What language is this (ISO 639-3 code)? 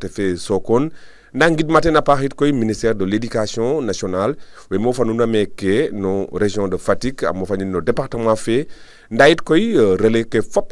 srr